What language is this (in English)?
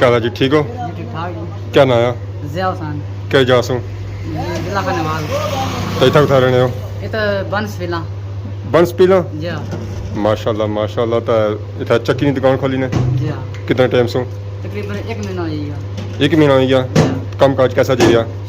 Pahari-Potwari